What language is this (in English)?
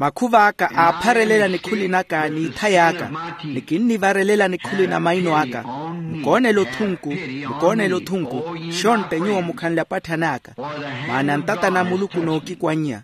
Makhuwa